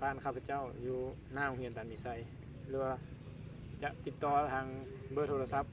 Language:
Lao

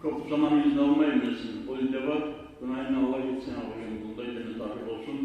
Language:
Kumyk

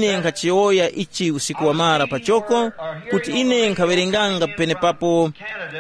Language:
Tumbuka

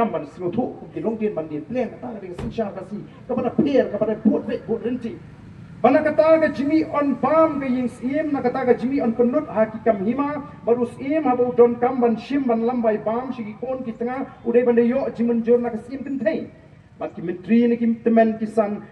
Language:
Khasi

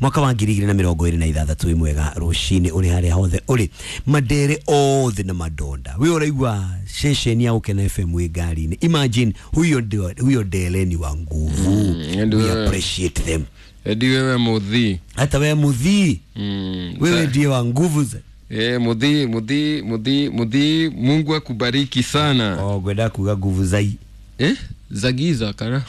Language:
Kikuyu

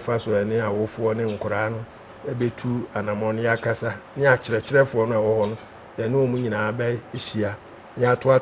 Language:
Akan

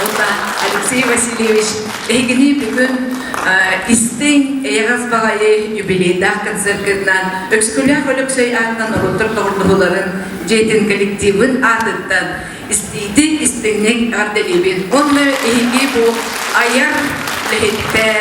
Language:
Yakut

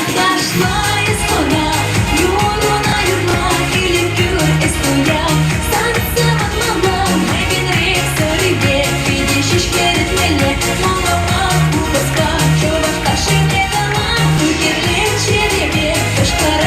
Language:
Chuvash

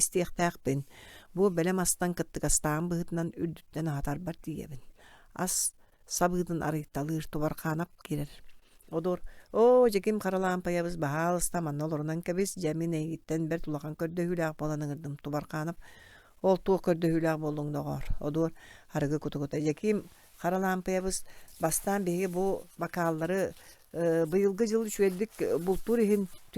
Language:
Yakut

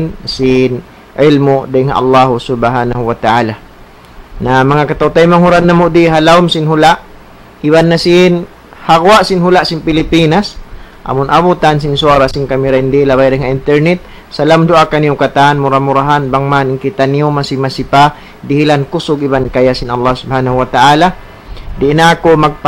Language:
Tausug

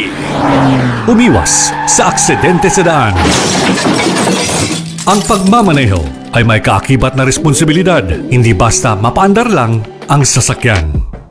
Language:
Filipino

